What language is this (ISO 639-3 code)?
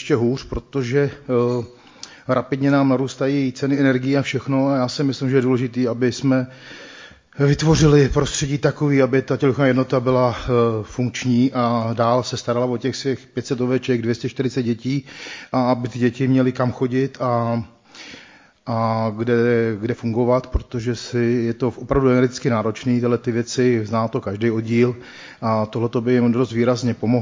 ces